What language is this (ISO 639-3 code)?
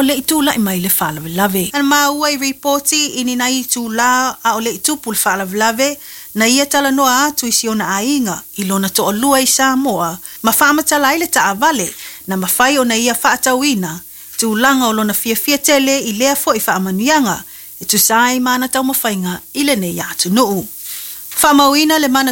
smo